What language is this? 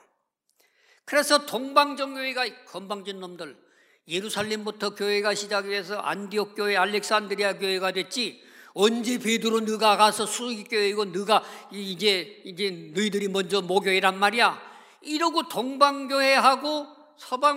Korean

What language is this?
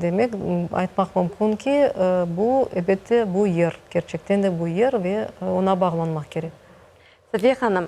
Crimean Tatar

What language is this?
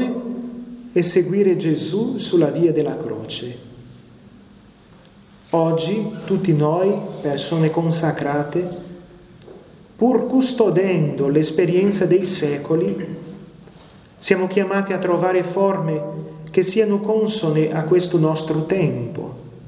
Italian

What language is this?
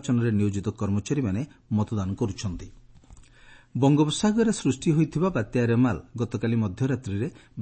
Odia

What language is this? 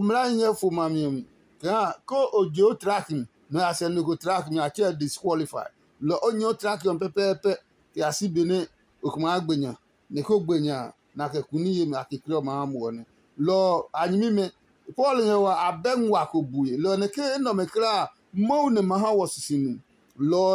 Adangme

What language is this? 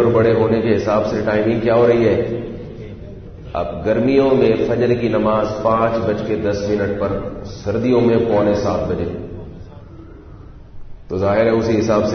Urdu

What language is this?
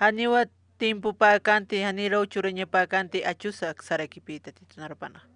Aymara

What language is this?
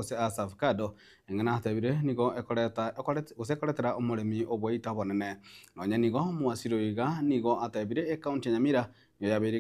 Gusii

